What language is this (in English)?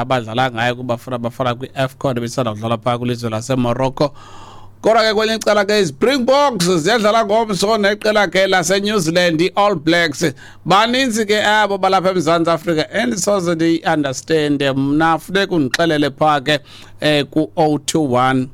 Xhosa